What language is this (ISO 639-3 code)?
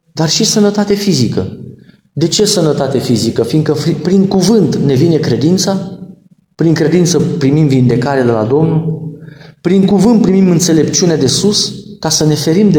ron